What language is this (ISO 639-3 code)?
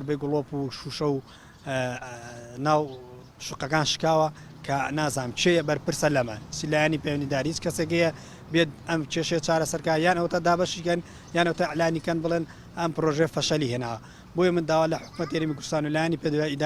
ckb